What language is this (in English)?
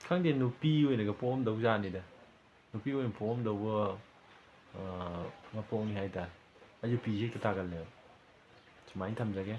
Manipuri